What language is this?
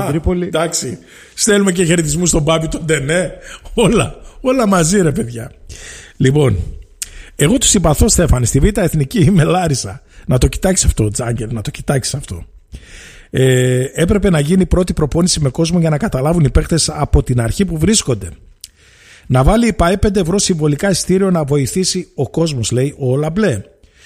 Greek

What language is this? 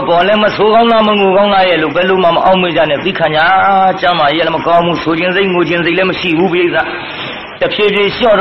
Burmese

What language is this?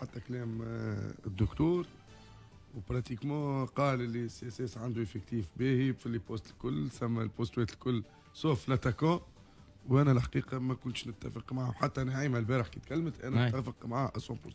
Tunisian Arabic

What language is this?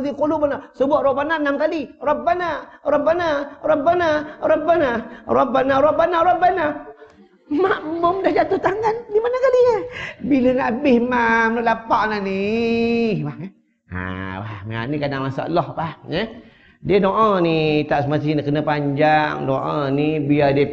Malay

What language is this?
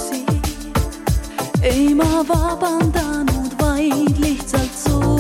Estonian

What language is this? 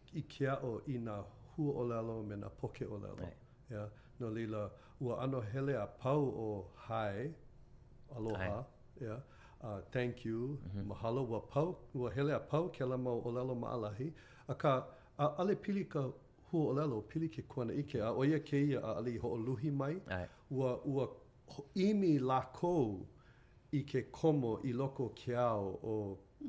Hawaiian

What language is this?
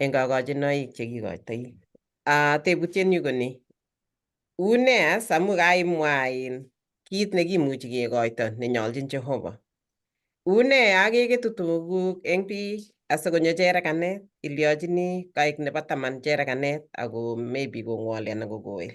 Kalenjin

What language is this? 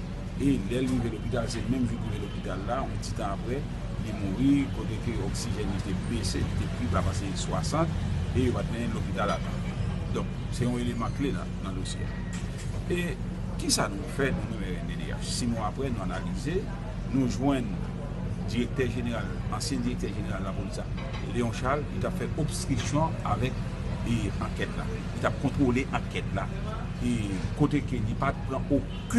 Haitian Creole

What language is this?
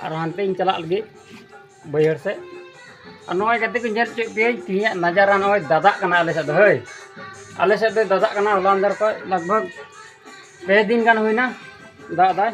Santali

